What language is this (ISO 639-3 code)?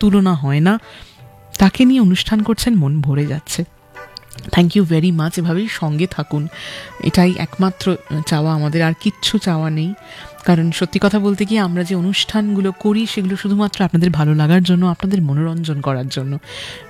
ben